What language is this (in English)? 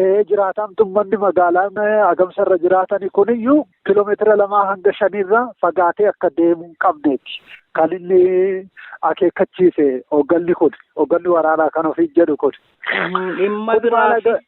Oromo